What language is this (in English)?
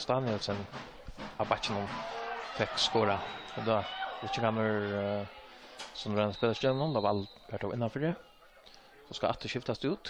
Faroese